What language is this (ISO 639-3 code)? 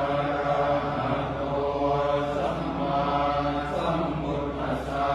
pli